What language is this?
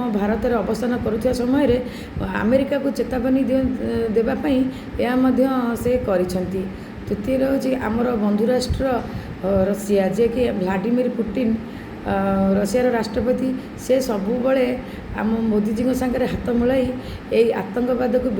Odia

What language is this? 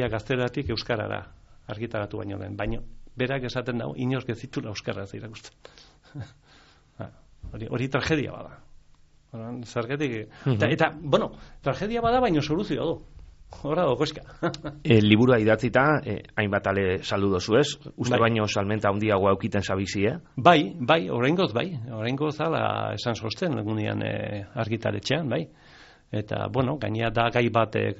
Basque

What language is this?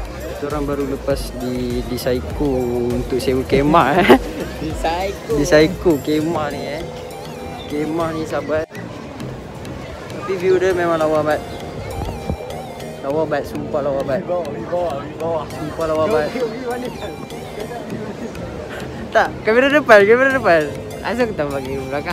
Malay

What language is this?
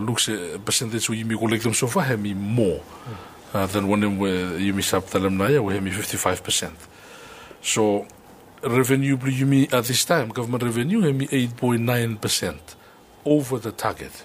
Bislama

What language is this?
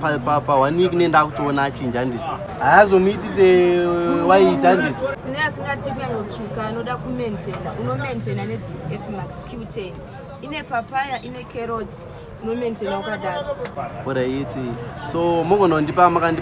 Shona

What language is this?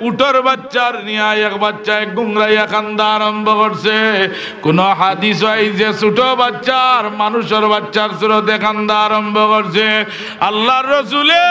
Sylheti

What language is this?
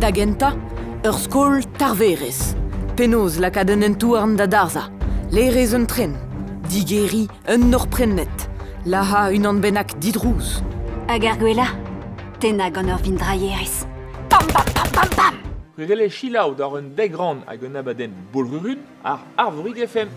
Breton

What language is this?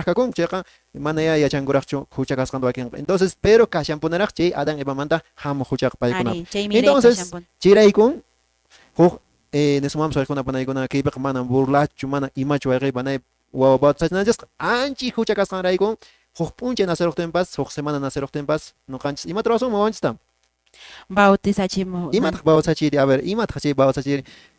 Quechua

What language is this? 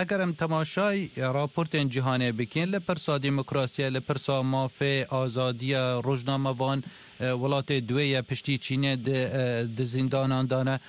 Kurdish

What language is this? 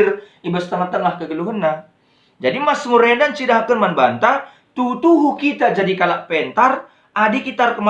Batak Karo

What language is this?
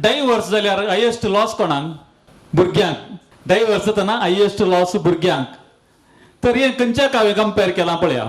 Konkani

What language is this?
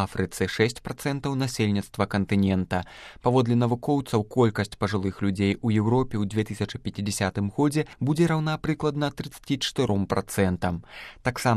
Belarusian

